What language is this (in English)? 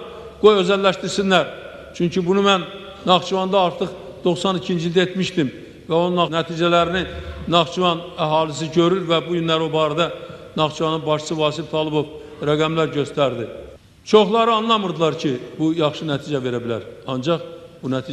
Azerbaijani